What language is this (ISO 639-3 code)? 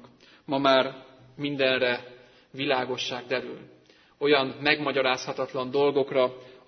hun